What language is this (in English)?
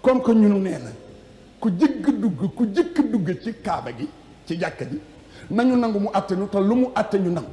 Wolof